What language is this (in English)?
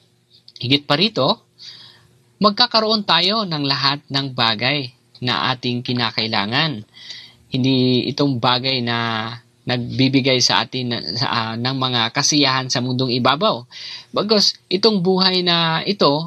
Filipino